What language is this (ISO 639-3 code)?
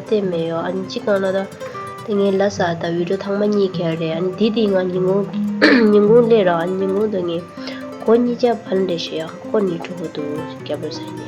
bod